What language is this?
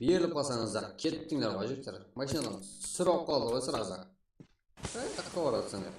Kara-Kalpak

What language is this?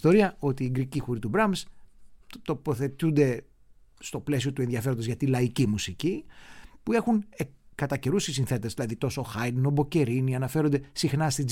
Greek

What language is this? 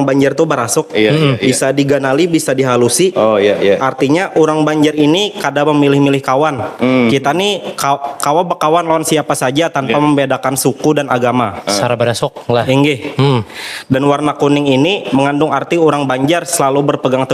Banjar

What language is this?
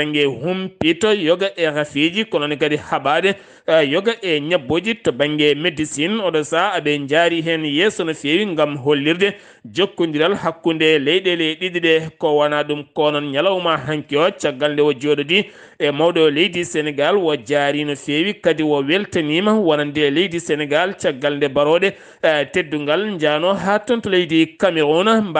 Fula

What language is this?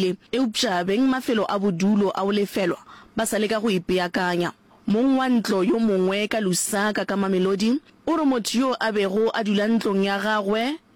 Northern Sotho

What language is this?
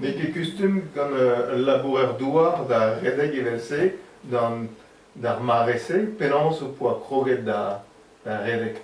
Breton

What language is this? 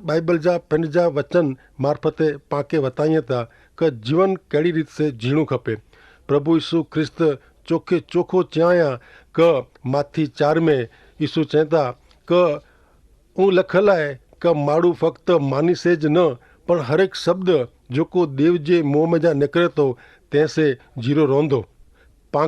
Kachhi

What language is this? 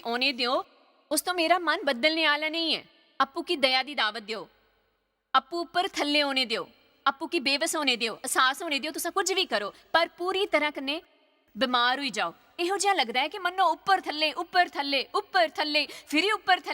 Dogri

